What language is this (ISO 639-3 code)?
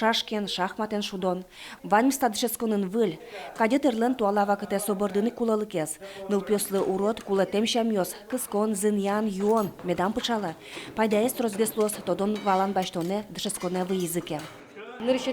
udm